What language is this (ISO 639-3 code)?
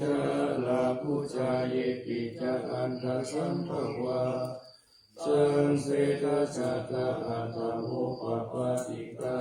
pli